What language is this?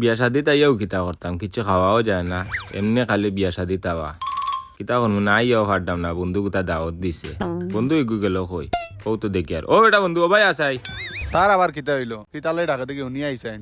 Sylheti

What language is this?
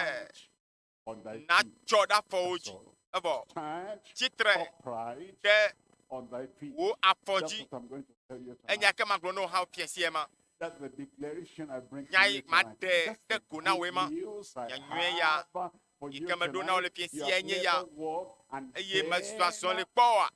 Ewe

